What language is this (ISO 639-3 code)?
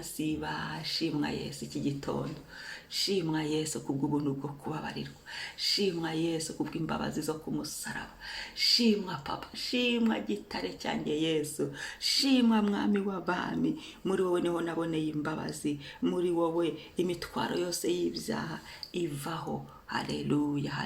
kin